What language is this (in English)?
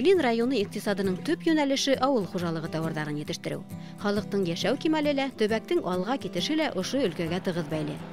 Bashkir